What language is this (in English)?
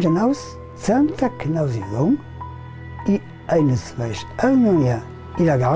Ladin